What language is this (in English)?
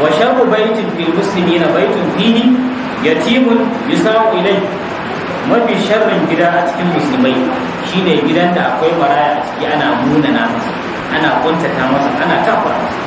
Hausa